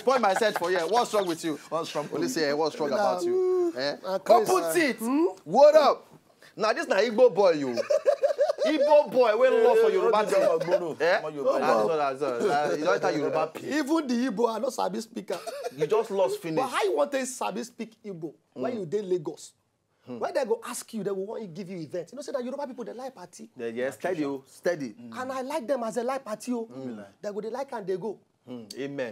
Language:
Nigerian Pidgin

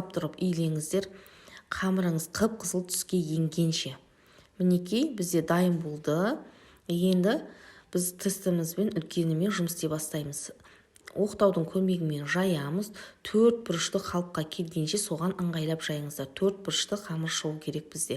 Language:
Kazakh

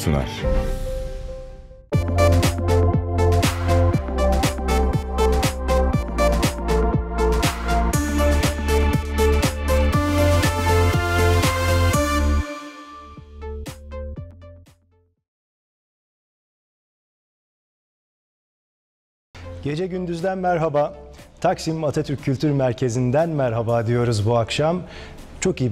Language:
Turkish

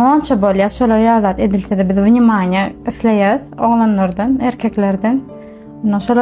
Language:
Turkmen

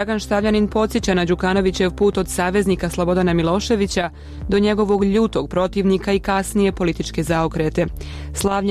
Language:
Bosnian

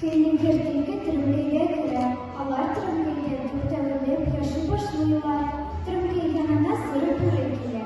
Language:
Tatar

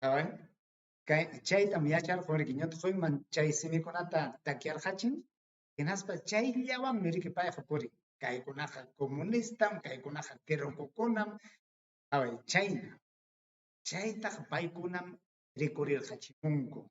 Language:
Ayacucho Quechua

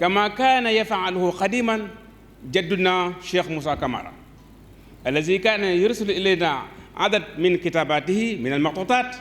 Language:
Fula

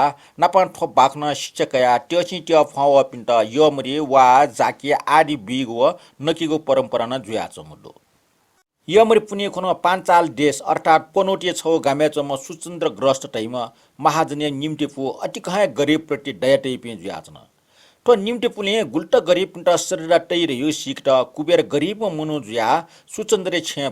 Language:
Newari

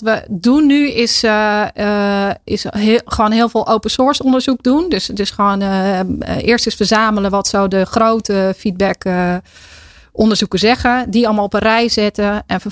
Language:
Dutch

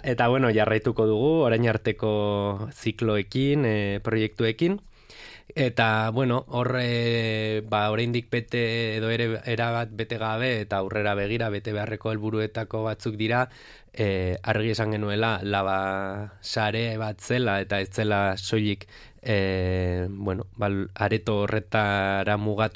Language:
Basque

